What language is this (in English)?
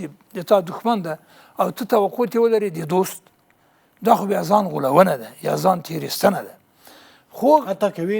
Pashto